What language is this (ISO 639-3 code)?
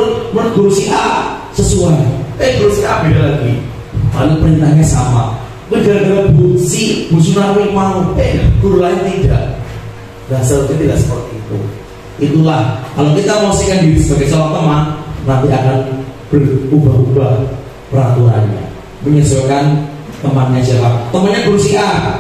ind